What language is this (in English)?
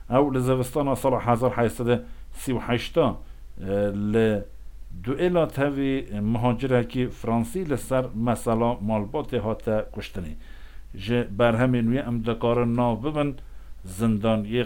Kurdish